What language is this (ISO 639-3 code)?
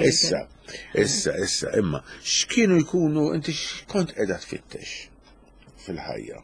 mlt